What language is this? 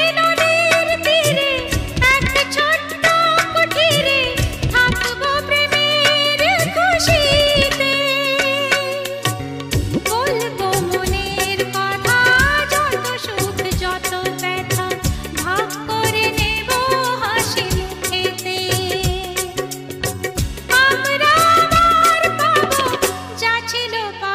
Bangla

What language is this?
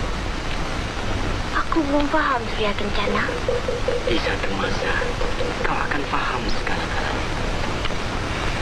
Malay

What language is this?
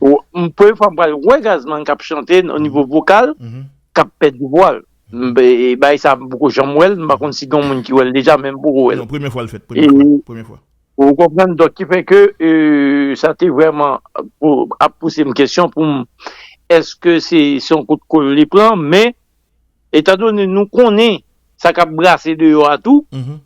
Haitian Creole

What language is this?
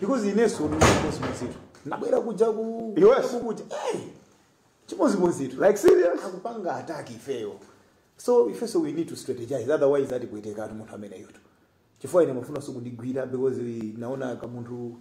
Nyanja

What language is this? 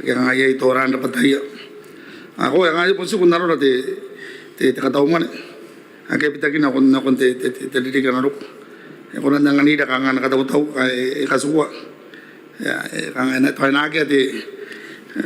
Gilbertese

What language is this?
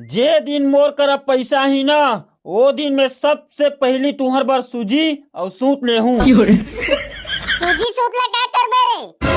Chhattisgarhi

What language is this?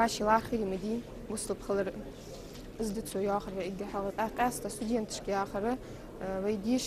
Ingush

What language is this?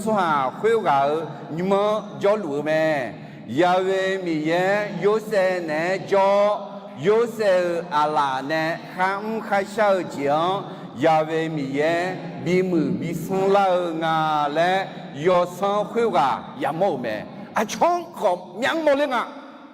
Akha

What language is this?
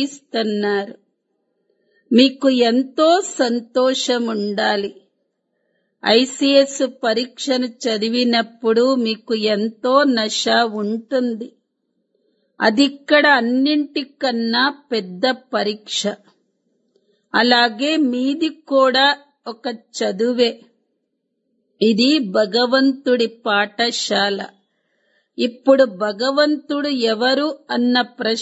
Telugu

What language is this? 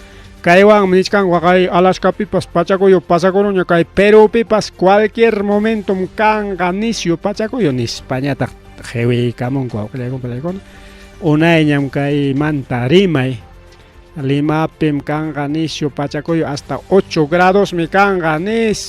Ayacucho Quechua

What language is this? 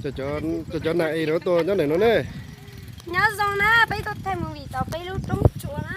Hmong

